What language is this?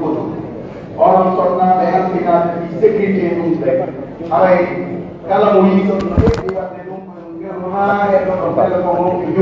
Pular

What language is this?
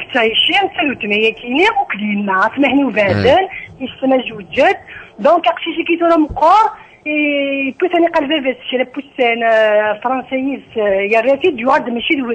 Kabyle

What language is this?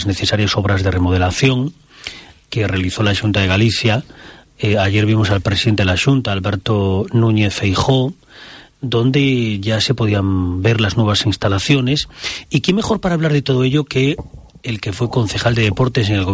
Spanish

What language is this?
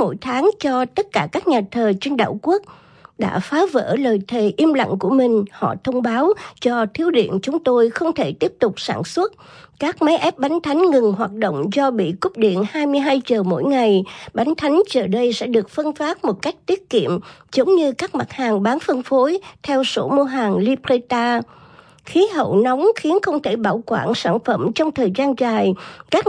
Vietnamese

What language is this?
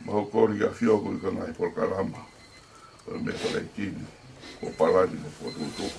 Tongan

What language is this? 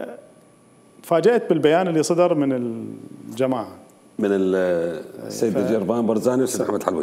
Mesopotamian Arabic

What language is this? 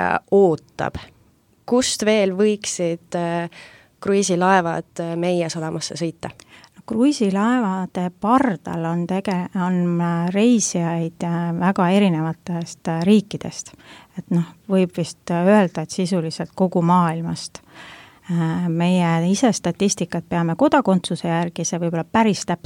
Estonian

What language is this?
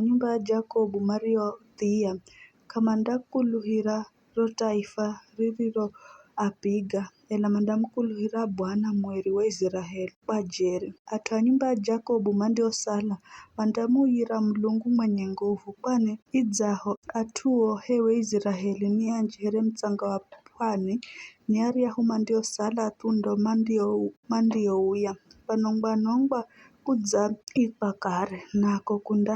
Giryama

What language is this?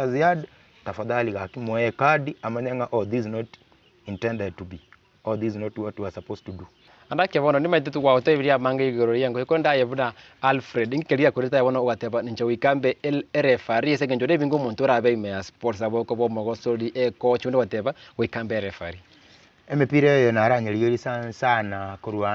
Gusii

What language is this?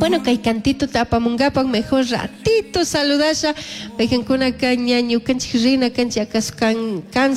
Chimborazo Highland Quichua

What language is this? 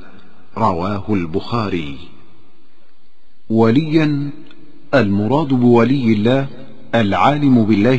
Arabic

